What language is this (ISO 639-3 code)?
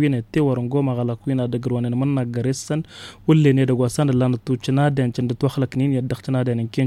taq